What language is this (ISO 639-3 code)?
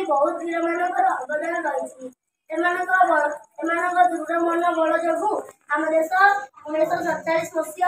ori